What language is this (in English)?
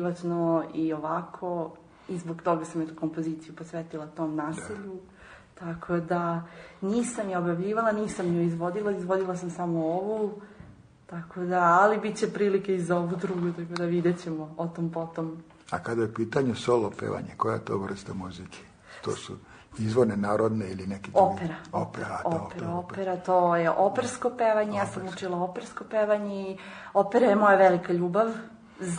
Serbian